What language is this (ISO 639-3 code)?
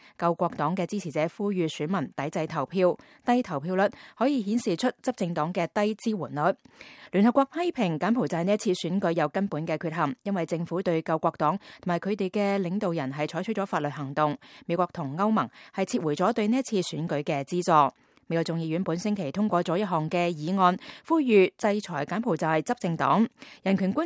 yue